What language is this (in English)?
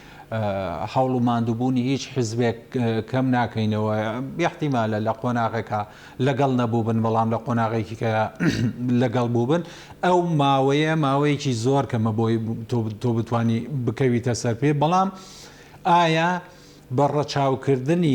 Central Kurdish